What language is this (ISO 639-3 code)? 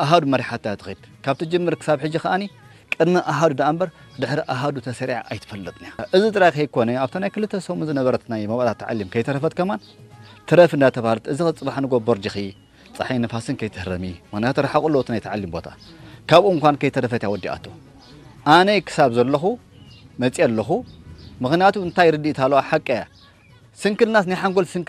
tir